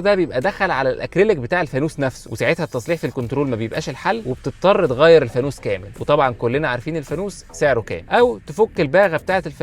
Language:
Egyptian Arabic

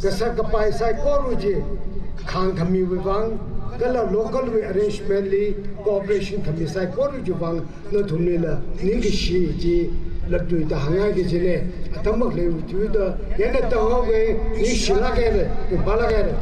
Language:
Tangkhul Naga (India)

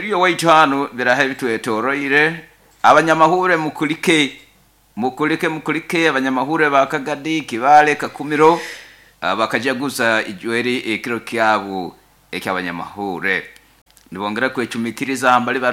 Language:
Nyoro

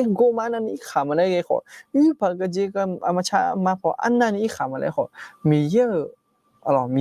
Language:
Akha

